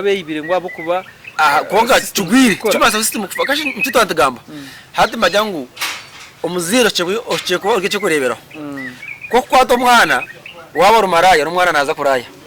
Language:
Nyankole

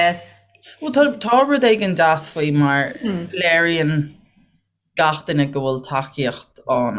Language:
Irish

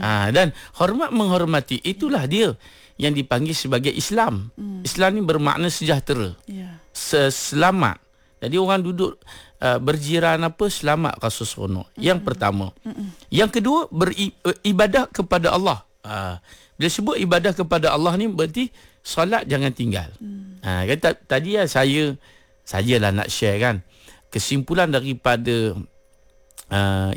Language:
Malay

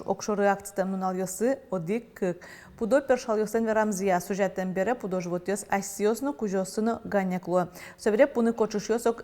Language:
Udmurt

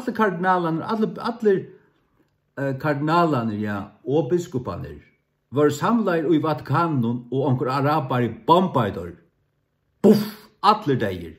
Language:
Faroese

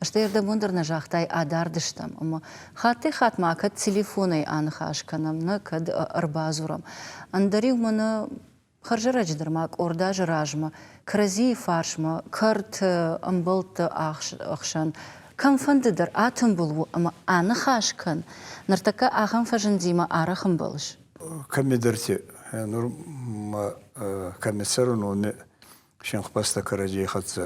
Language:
Ossetic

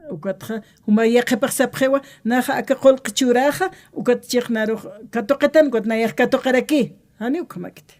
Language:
Aymara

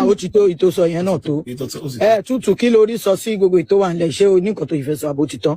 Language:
Yoruba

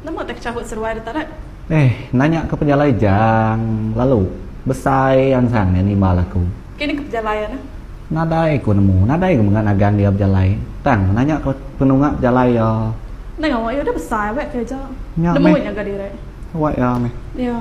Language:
Iban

